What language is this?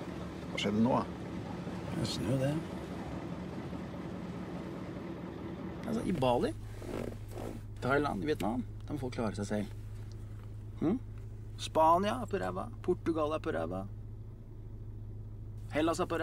Norwegian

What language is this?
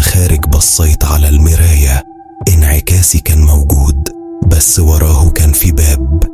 Egyptian Arabic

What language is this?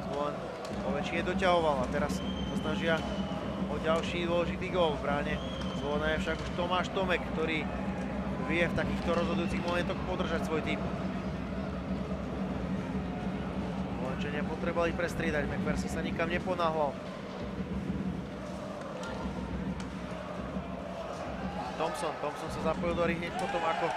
Slovak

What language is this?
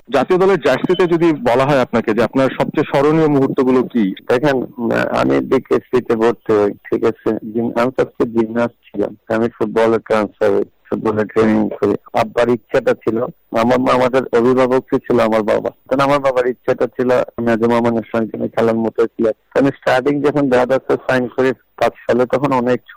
Bangla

